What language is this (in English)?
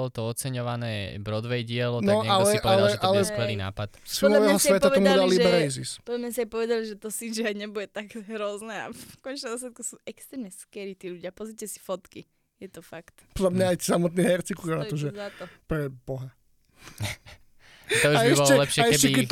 Slovak